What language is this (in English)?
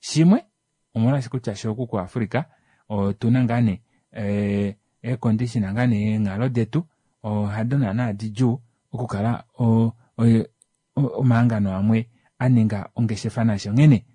Kuanyama